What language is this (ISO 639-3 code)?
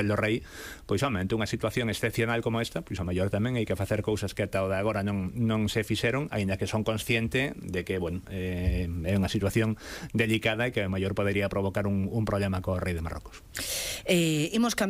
glg